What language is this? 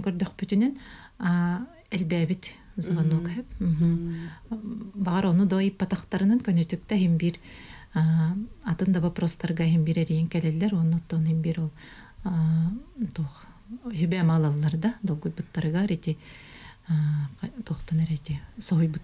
Yakut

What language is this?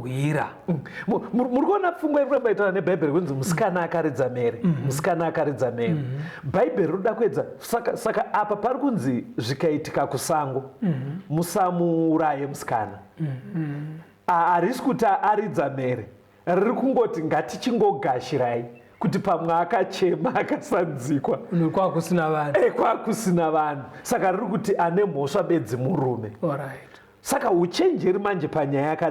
Shona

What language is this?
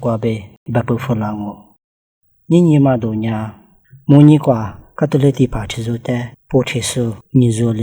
Lisu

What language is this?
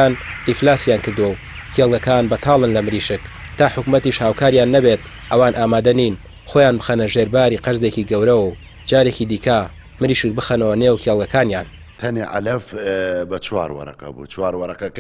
Central Kurdish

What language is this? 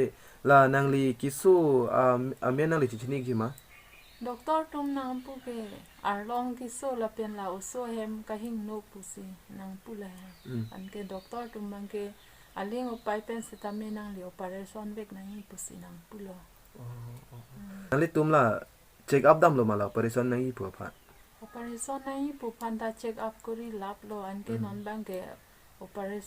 Karbi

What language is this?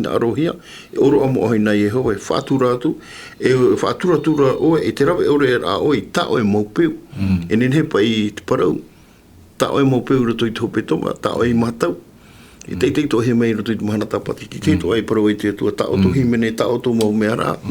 Tahitian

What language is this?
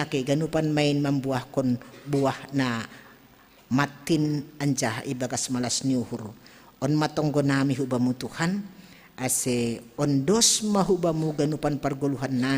Batak Simalungun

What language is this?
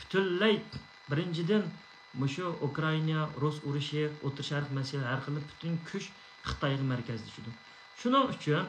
Uyghur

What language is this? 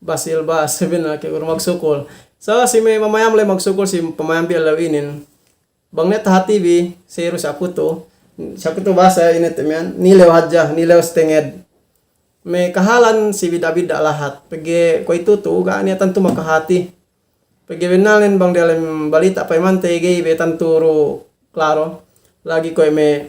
Yakan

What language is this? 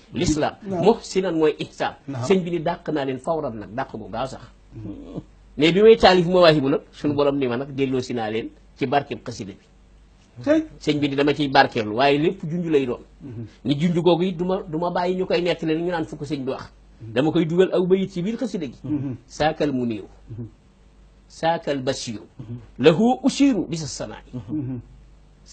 Wolof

